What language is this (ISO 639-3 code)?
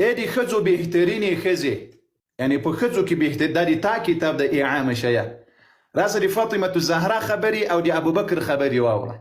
pus